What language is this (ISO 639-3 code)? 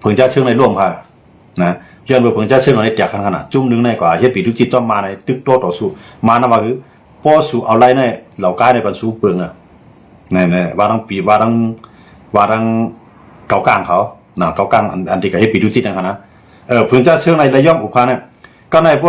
shn